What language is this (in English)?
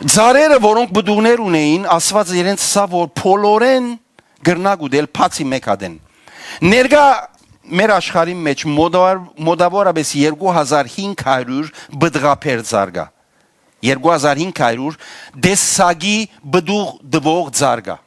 Western Armenian